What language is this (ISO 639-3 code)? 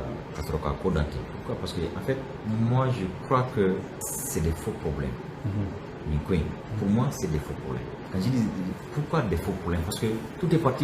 bam